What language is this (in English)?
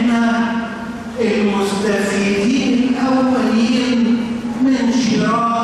Egyptian Arabic